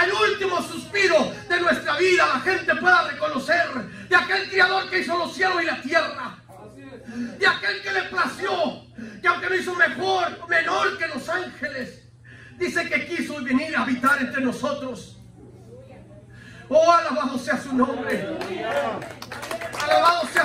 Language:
Spanish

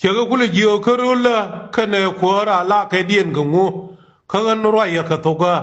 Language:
Nuer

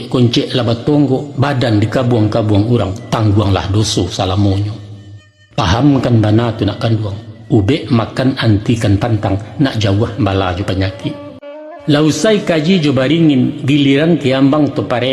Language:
Minangkabau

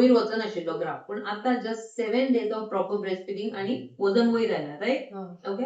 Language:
Konkani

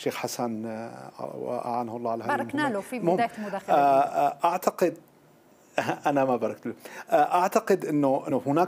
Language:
Arabic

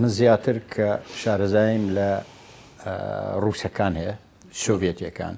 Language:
Central Kurdish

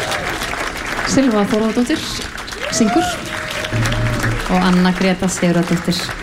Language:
Icelandic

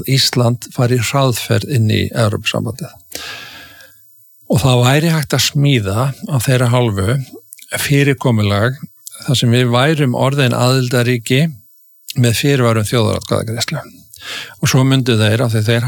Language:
Icelandic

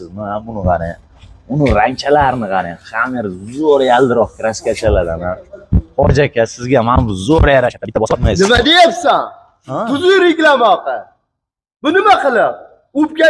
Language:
Uzbek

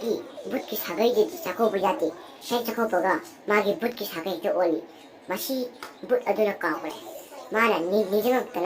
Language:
Manipuri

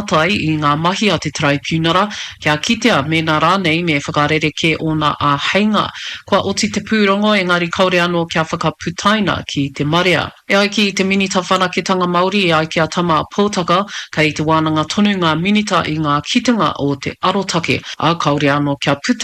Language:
Māori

